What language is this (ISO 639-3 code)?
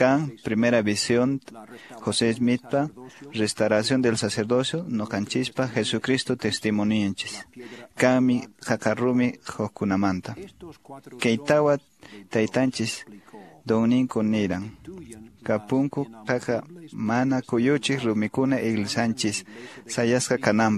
que